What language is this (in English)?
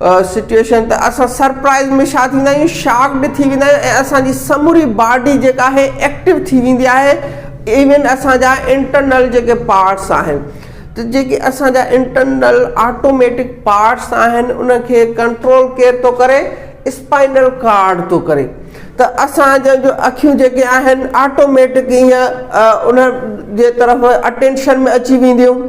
Sindhi